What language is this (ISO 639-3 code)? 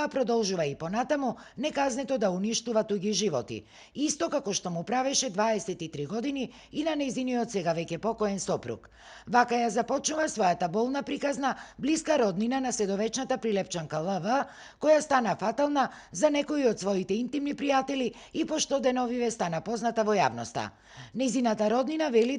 mkd